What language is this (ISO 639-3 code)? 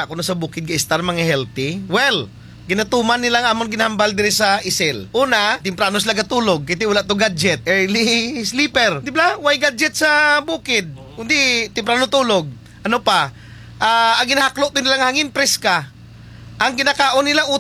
krj